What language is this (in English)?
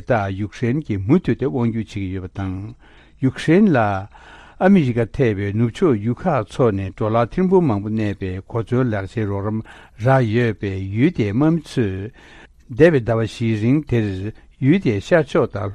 Tibetan